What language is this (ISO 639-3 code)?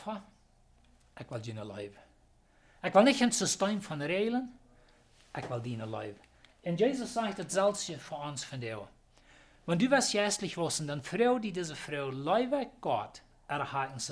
pdt